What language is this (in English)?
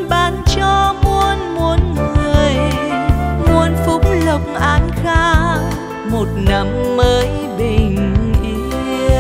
Vietnamese